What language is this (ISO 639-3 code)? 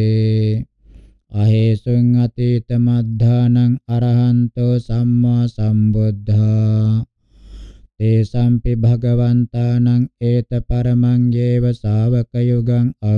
pli